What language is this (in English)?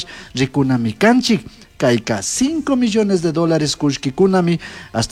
Chimborazo Highland Quichua